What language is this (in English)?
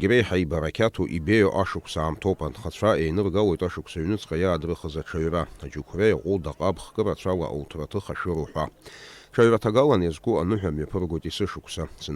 Abkhazian